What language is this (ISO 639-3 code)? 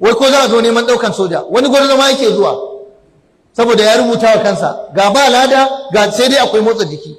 hau